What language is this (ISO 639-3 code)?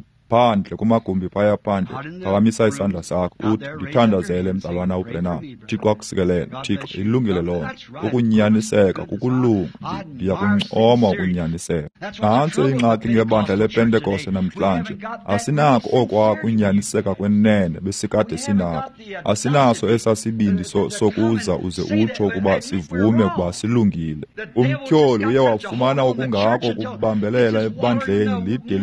xho